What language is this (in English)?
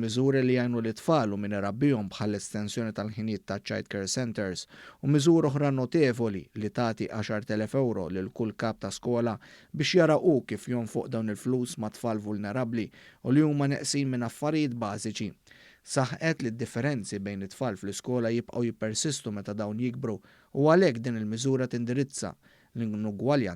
Maltese